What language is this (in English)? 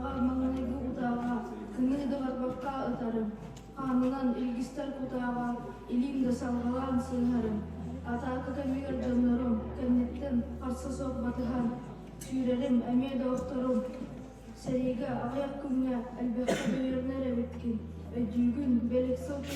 Yakut